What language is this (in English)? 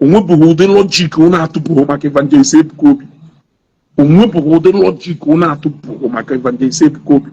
Igbo